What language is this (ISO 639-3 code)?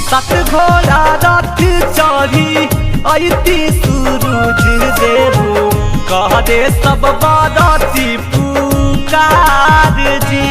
mag